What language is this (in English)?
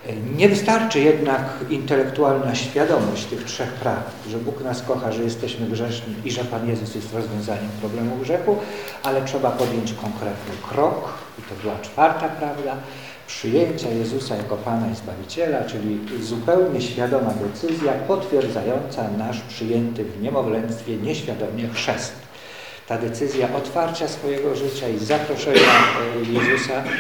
Polish